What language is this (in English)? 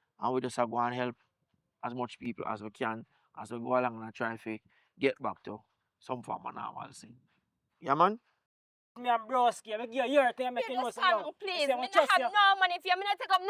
Jamaican Creole English